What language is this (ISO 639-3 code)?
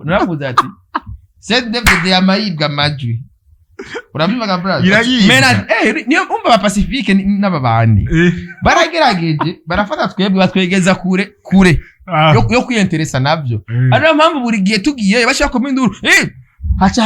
run